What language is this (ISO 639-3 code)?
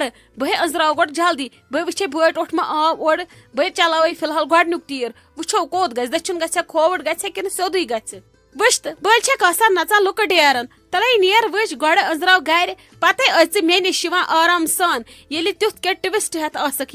kas